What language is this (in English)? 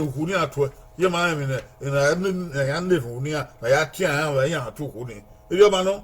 Bini